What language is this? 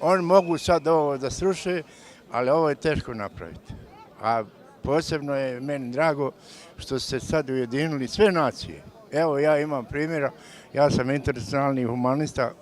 Bosnian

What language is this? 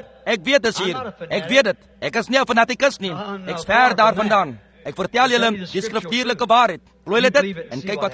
Afrikaans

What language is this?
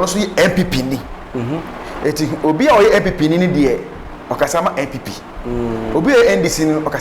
Akan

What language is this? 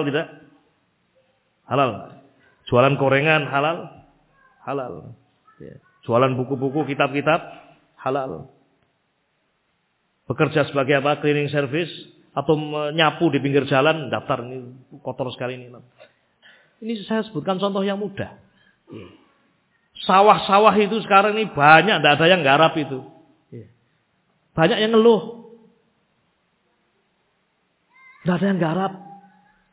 Indonesian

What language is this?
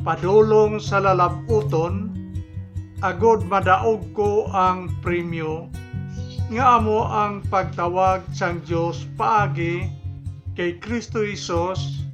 Hiligaynon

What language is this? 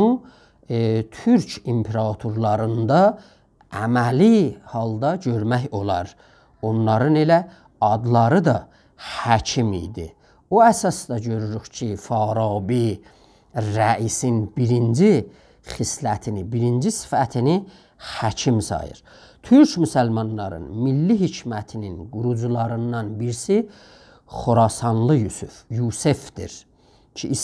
South Azerbaijani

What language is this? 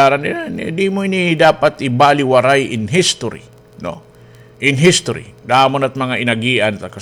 Waray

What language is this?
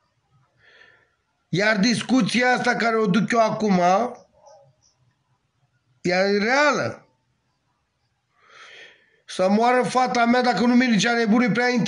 Romanian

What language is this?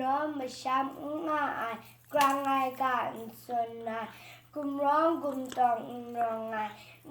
Kachin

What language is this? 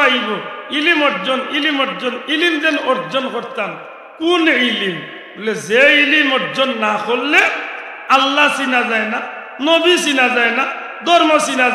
Sylheti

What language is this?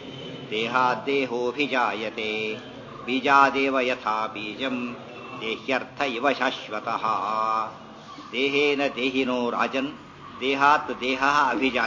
Kannada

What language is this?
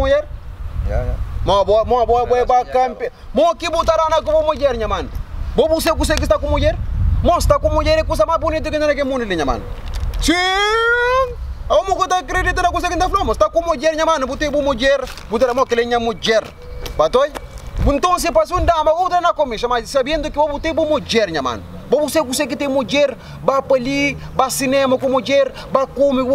Kabuverdianu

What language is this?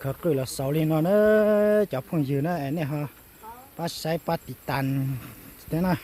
Hmong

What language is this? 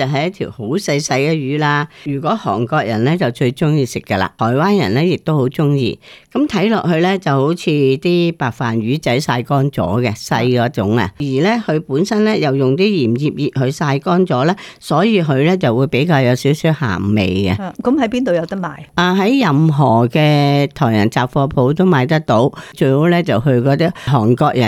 Cantonese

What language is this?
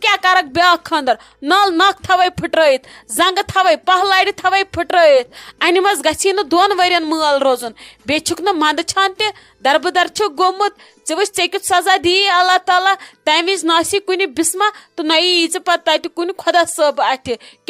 Kashmiri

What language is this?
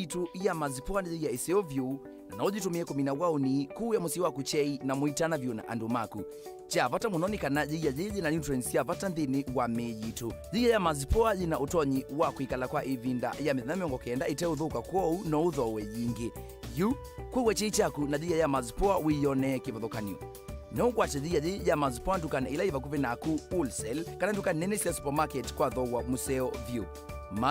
Kamba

